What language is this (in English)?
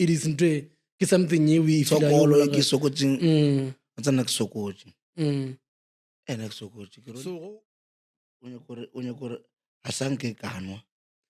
Northern Sotho